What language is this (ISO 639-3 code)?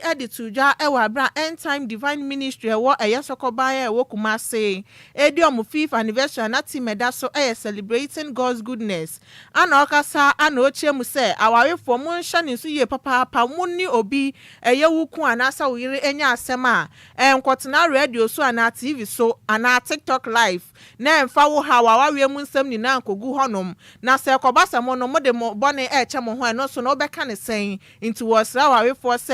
aka